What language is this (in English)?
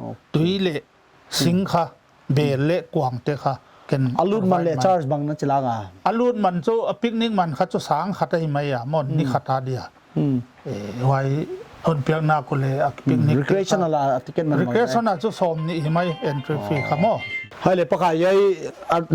Paite Chin